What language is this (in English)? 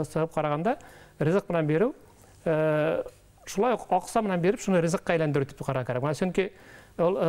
Bashkir